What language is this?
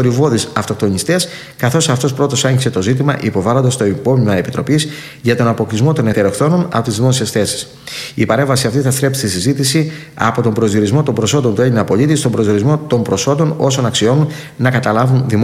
Greek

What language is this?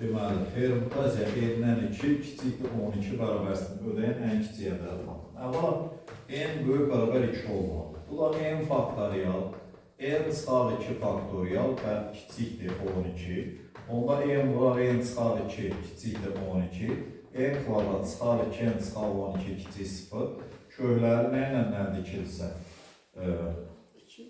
Azerbaijani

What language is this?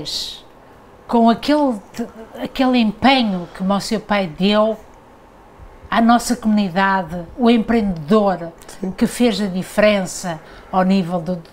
Portuguese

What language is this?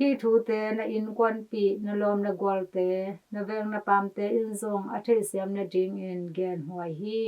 Tedim Chin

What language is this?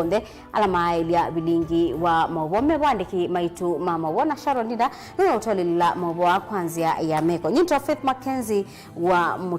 Kamba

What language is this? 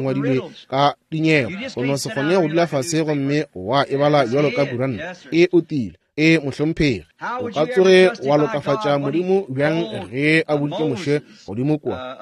Northern Sotho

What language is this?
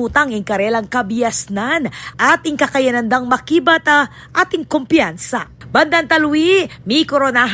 Pampanga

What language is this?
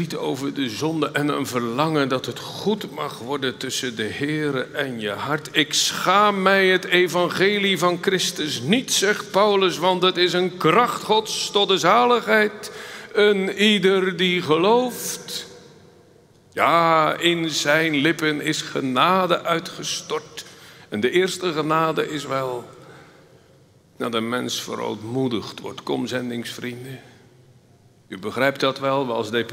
Dutch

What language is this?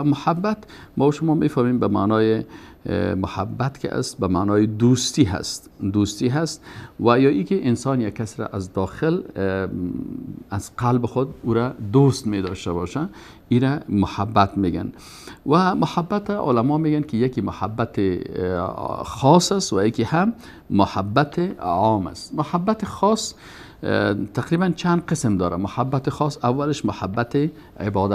Persian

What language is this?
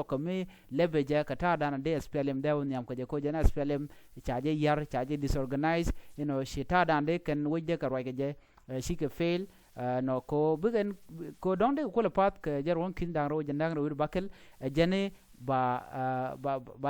Nuer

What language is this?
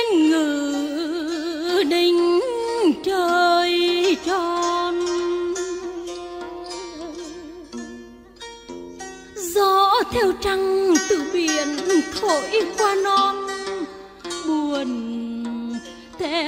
Vietnamese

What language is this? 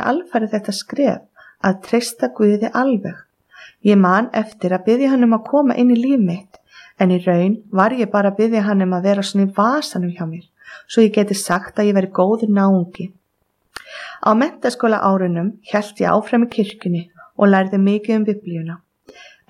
Icelandic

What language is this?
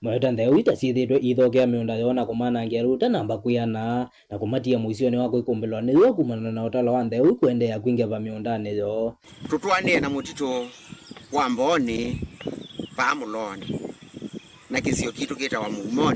Kamba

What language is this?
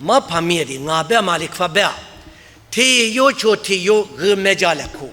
Lisu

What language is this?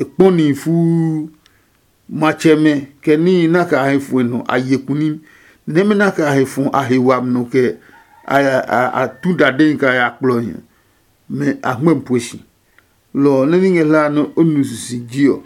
Adangme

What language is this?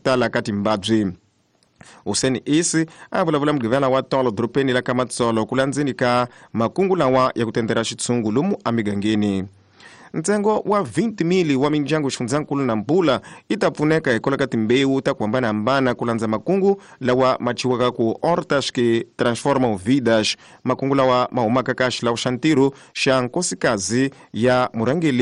Tsonga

